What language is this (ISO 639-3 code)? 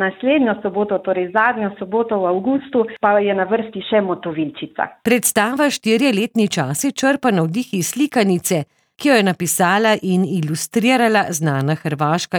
slv